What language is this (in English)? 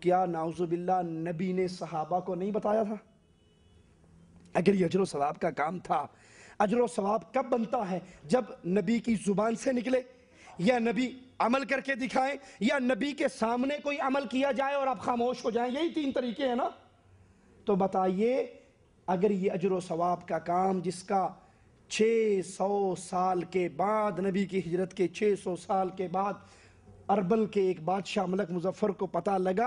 Urdu